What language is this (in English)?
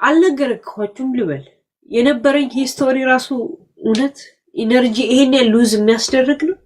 Amharic